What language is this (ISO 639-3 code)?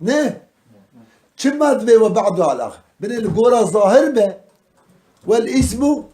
kur